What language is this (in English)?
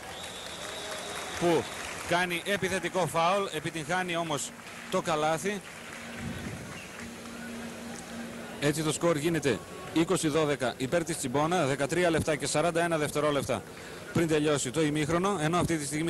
Greek